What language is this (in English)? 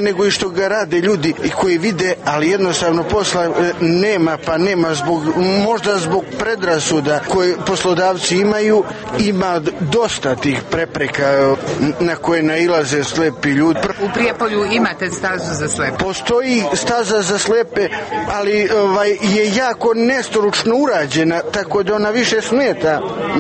Serbian